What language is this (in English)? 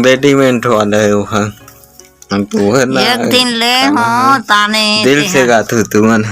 Chhattisgarhi